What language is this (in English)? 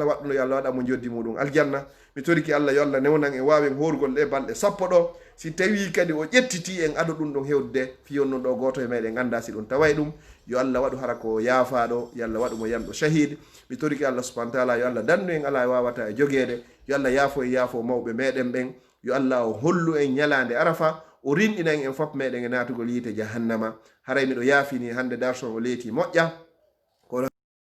Fula